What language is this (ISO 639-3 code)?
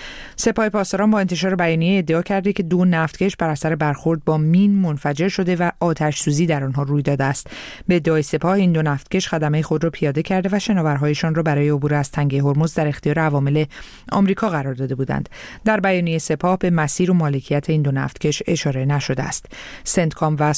fas